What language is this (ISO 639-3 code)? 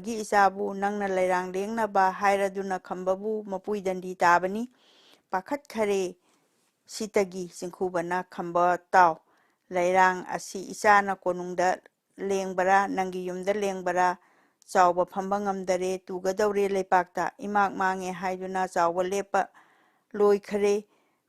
mni